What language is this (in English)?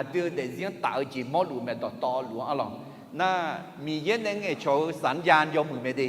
Akha